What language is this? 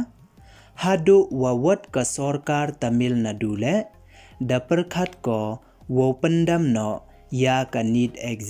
Pnar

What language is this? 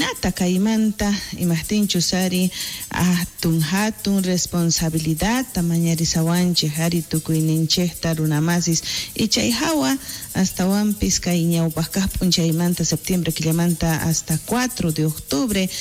South Bolivian Quechua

